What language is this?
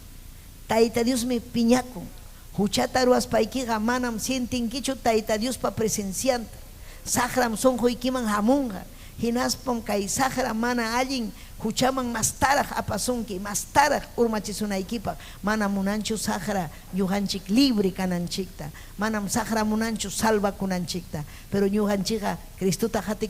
Ayacucho Quechua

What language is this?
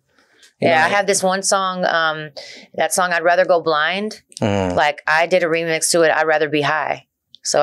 English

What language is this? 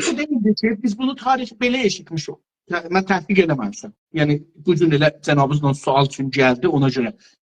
South Azerbaijani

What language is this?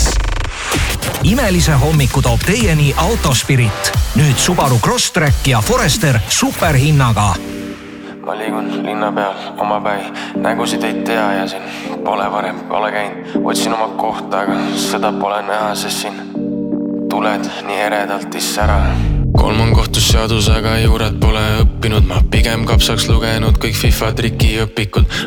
Estonian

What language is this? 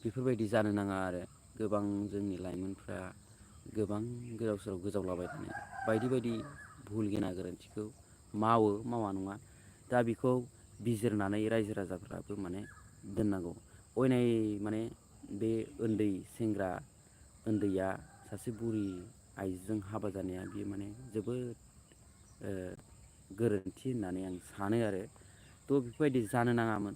Bodo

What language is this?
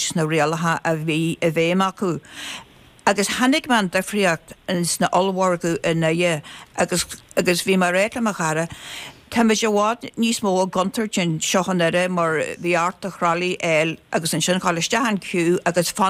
Irish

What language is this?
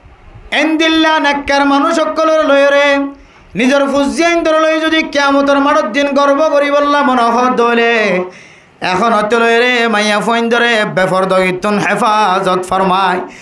Rohingya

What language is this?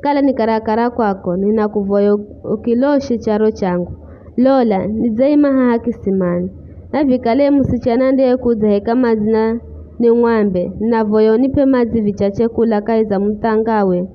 Giryama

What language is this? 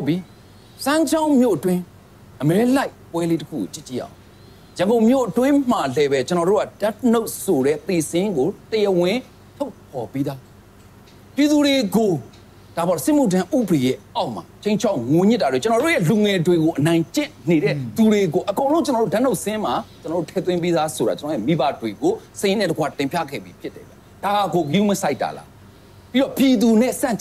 Burmese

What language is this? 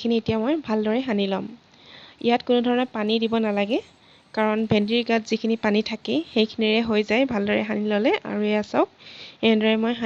Assamese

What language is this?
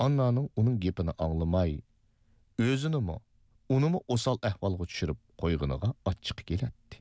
Uyghur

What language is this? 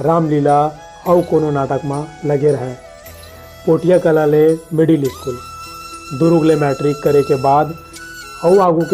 Chhattisgarhi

